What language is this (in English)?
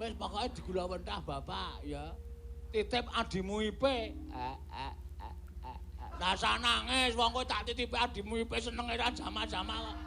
Javanese